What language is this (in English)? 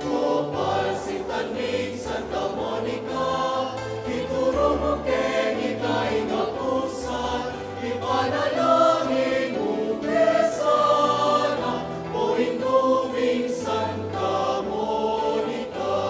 Pampanga